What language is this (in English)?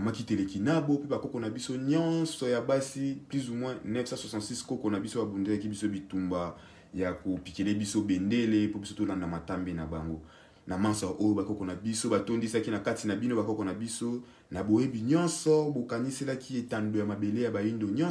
Lingala